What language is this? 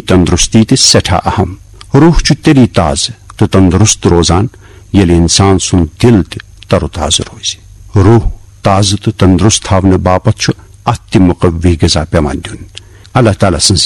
Kashmiri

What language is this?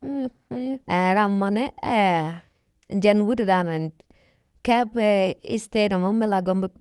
Nuer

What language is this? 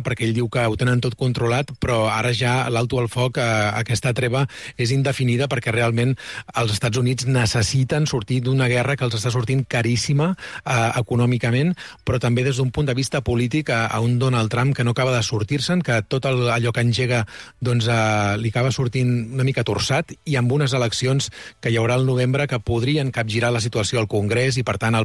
Catalan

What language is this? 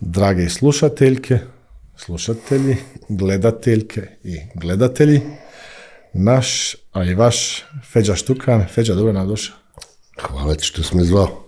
Bosnian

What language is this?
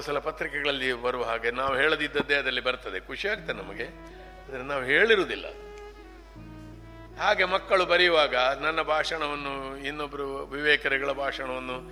Kannada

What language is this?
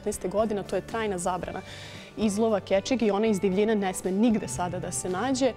Serbian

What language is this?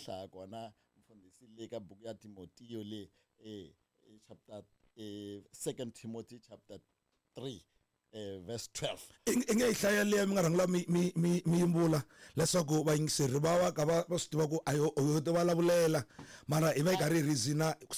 Tsonga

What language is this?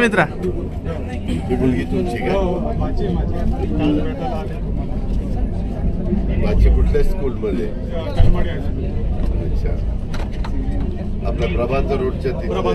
Marathi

